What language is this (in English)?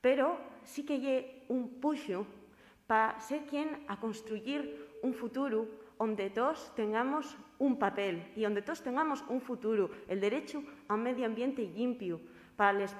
Asturian